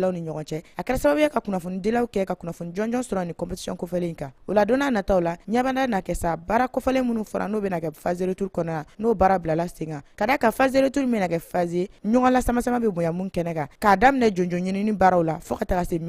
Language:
Bambara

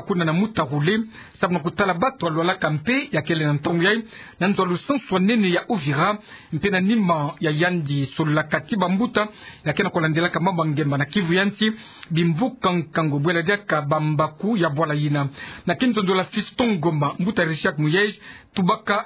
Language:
Kituba (Democratic Republic of Congo)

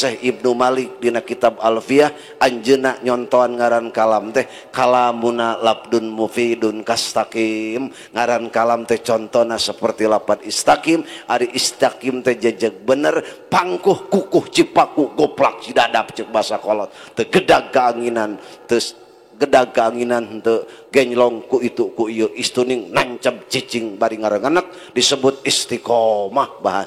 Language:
Sundanese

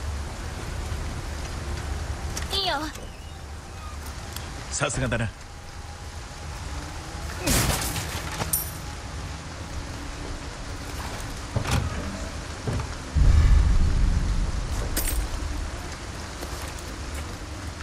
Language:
Japanese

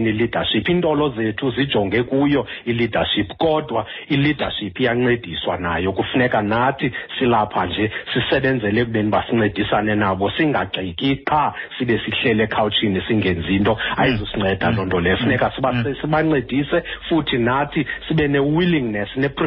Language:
Xhosa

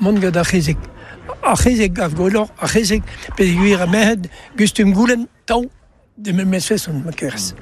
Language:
Breton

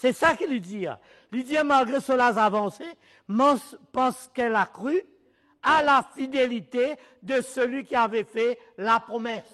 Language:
Morisyen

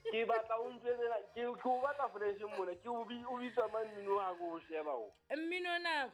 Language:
Southern Sotho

